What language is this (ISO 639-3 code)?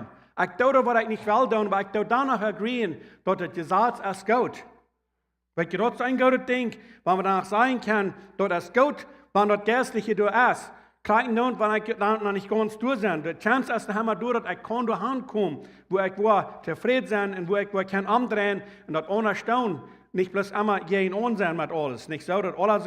pdt